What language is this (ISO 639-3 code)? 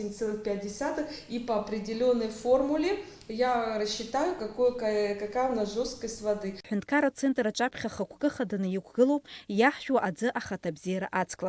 abk